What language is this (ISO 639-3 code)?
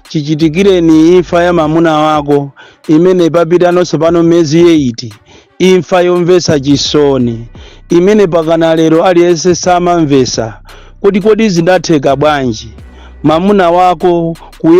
nya